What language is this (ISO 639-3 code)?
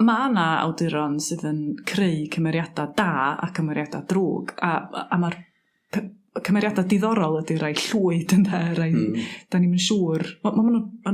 cym